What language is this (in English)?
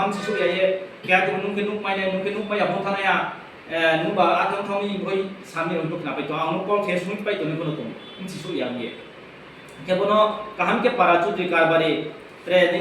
Riang (India)